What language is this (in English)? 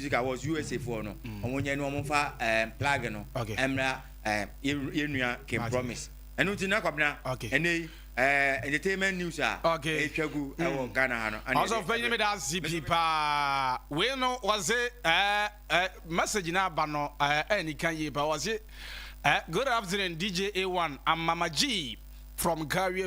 Akan